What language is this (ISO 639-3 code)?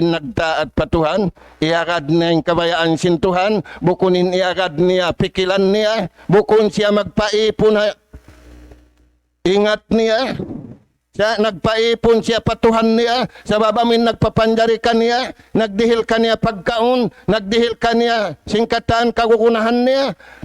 tsg